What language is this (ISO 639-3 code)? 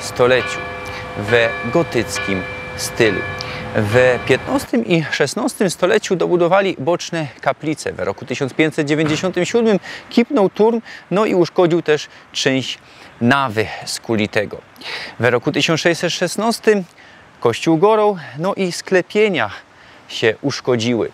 szl